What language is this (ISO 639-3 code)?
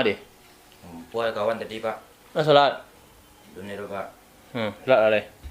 min